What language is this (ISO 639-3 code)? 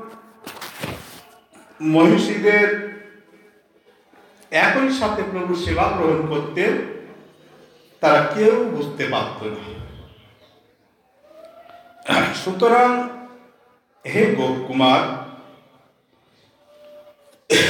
ben